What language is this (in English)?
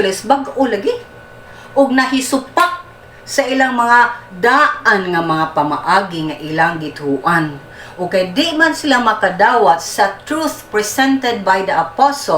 Cebuano